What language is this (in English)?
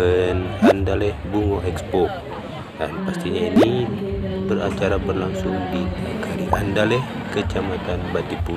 Minangkabau